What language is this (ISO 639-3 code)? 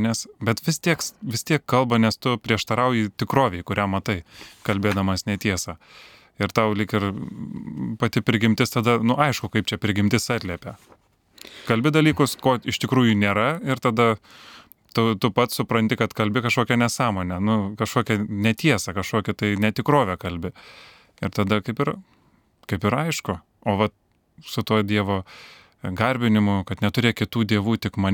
lit